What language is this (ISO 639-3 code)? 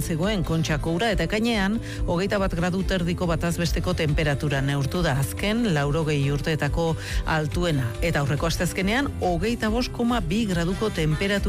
eus